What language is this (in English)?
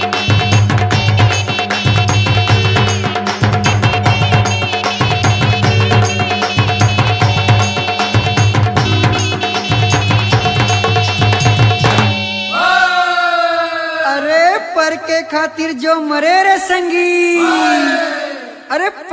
Chhattisgarhi